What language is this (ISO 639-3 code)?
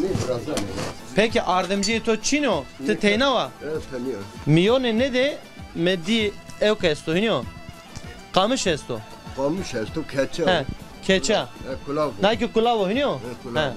zza